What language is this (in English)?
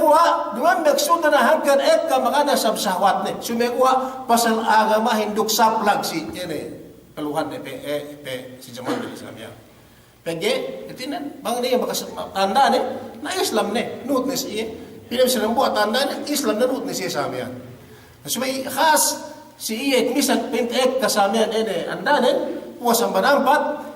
Yakan